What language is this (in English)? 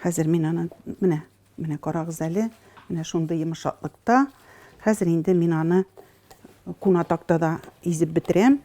Tatar